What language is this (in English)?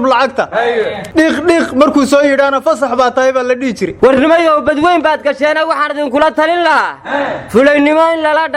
Somali